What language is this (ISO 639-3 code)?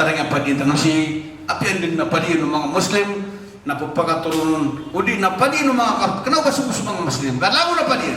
mrw